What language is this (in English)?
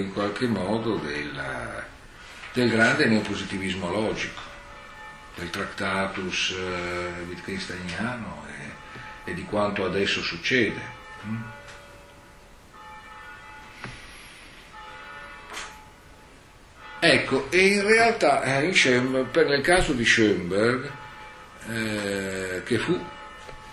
Italian